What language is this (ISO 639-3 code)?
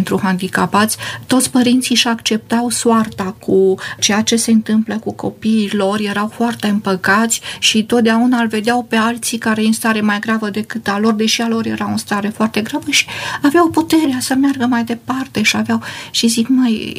ron